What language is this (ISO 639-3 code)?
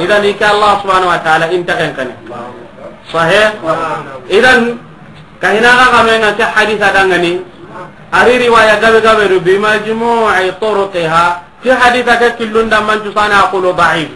snk